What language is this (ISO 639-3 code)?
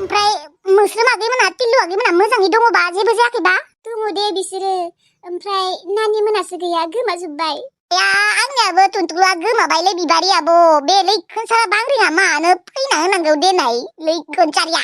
brx